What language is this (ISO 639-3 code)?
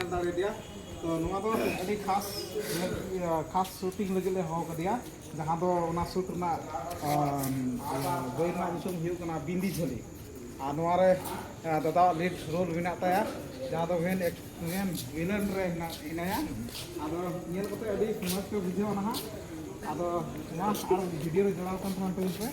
sat